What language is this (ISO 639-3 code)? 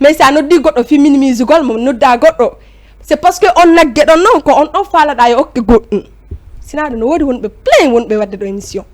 ful